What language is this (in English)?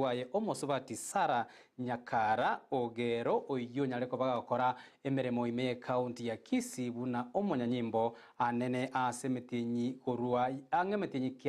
Gusii